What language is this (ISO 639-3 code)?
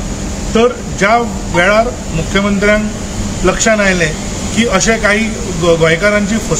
kok